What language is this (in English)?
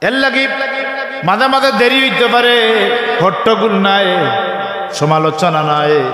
Sylheti